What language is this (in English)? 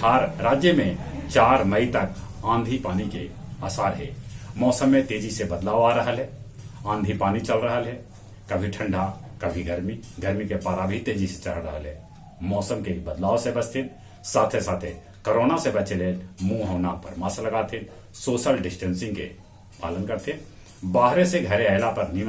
Magahi